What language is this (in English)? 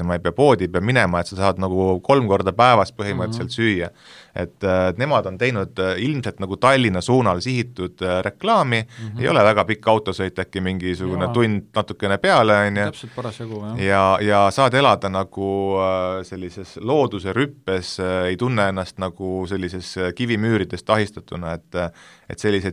Estonian